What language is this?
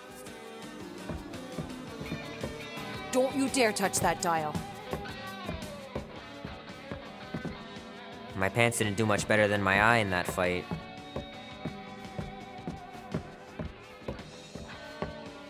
English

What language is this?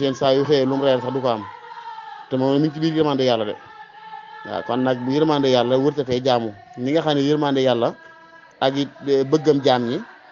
Wolof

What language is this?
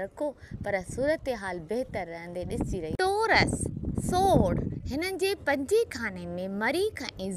Sindhi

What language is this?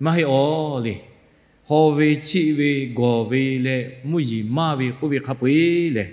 Lahu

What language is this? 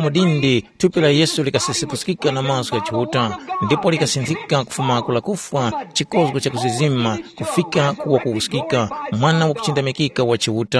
Tumbuka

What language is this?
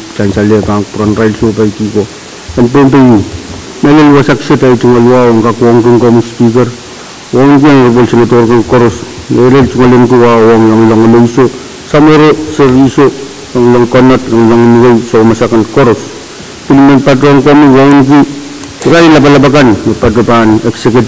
Pohnpeian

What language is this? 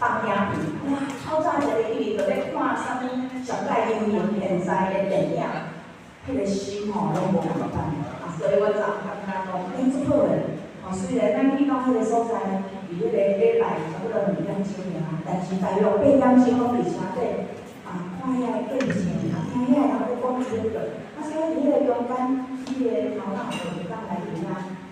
Min Nan Chinese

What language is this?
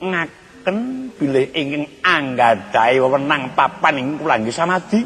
Javanese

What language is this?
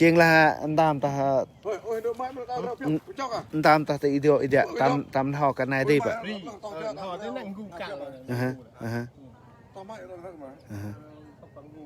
Central Mnong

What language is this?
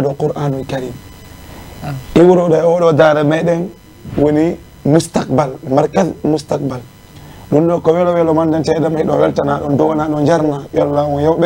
Fula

